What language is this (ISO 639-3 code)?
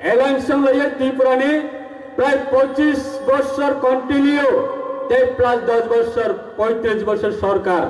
trp